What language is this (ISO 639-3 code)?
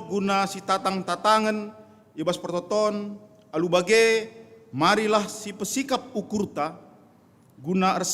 btx